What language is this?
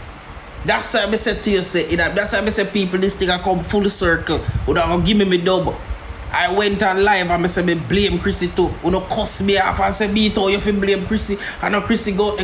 Jamaican Creole English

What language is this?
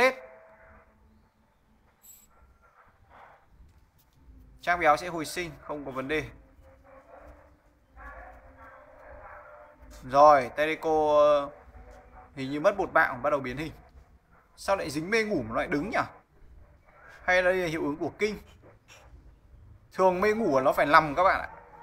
Vietnamese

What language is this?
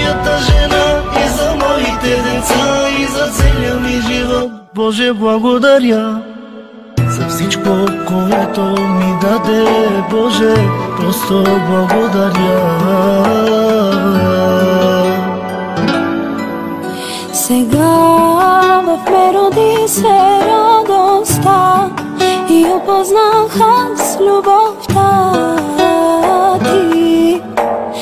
Bulgarian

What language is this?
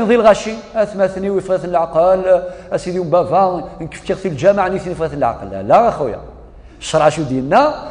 Kabyle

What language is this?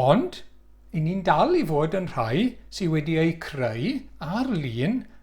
Welsh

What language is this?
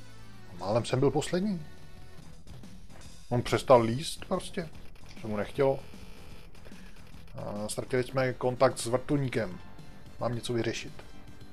Czech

